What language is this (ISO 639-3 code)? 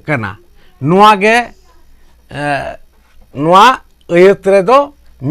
sat